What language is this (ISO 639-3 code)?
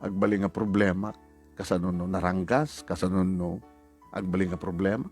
ilo